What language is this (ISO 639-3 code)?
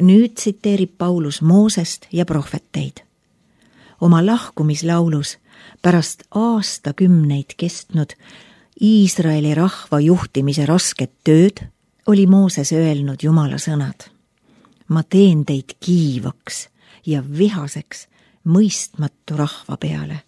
est